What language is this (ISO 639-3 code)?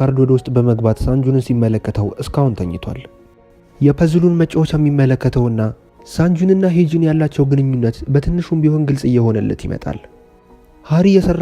amh